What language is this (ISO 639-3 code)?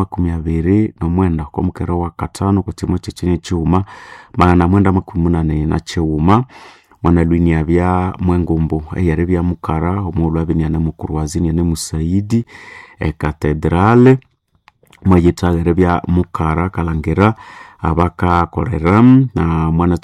nnb